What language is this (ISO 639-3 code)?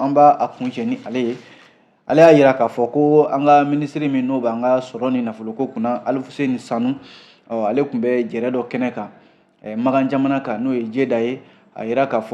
bam